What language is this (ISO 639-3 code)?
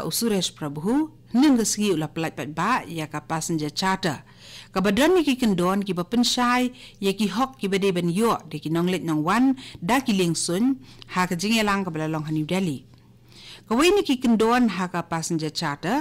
kha